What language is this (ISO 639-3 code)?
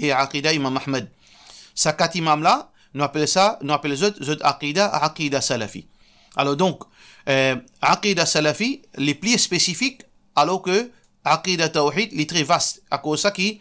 mfe